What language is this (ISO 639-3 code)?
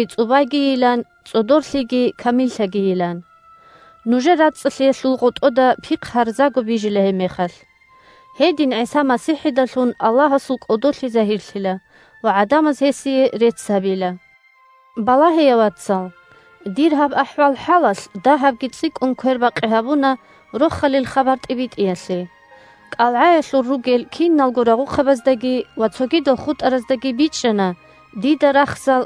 ava